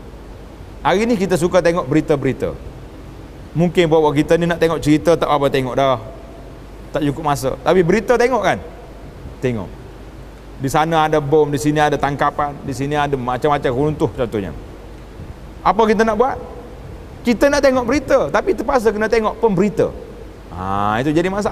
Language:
Malay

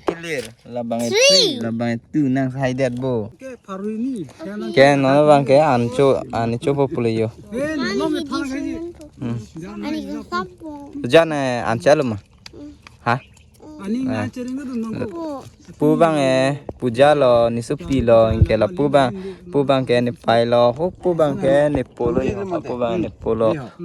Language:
Karbi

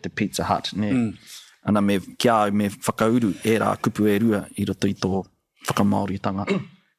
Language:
Māori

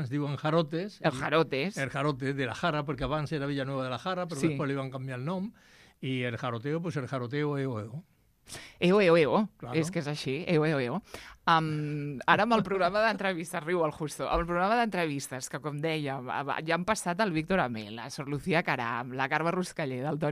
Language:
Catalan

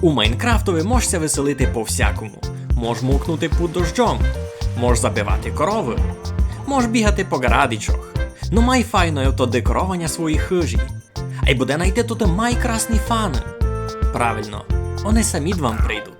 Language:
Rusyn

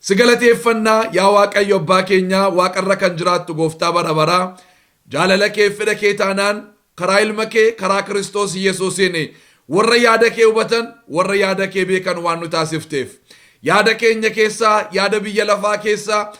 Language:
Oromo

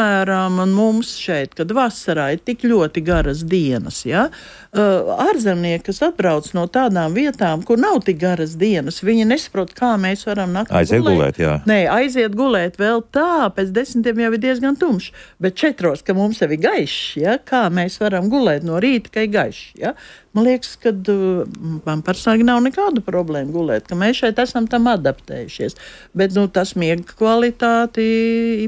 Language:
Latvian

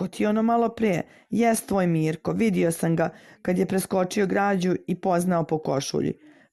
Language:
Serbian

